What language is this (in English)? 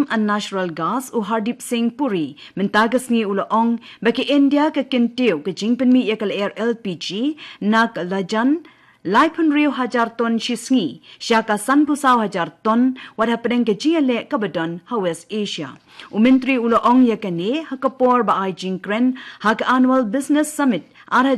Khasi